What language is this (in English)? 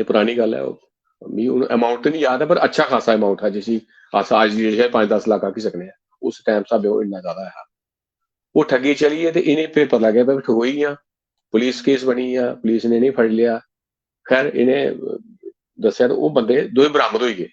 Dogri